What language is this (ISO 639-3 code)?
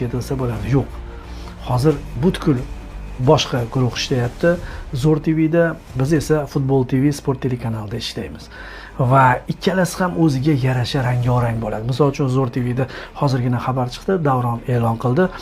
uzb